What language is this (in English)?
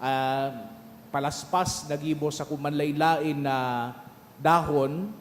Bikol